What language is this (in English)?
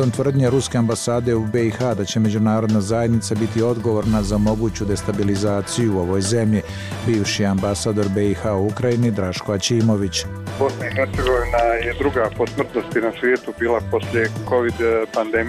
Bosnian